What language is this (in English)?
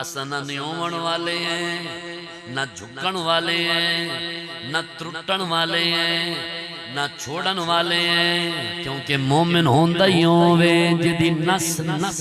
Saraiki